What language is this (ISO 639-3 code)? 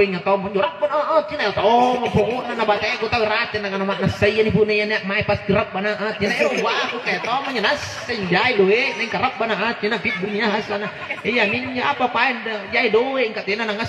mak